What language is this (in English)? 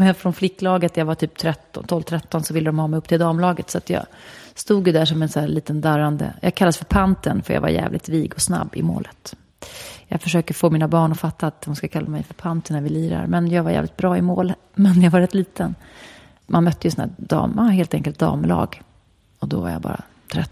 Swedish